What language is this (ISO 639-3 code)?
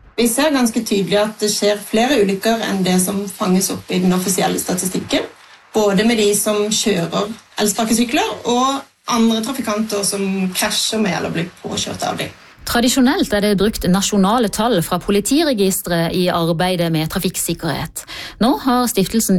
nor